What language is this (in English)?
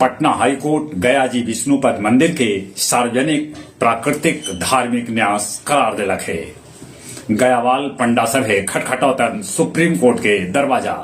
Magahi